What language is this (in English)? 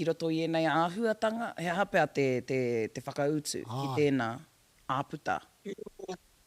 Māori